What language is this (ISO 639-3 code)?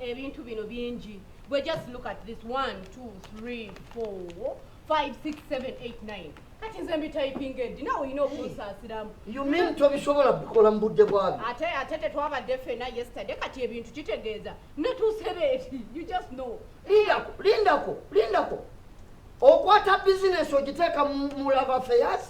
lug